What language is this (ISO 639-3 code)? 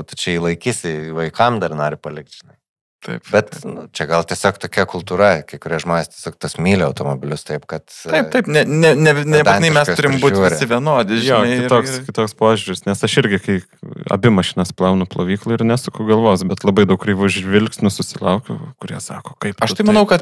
lit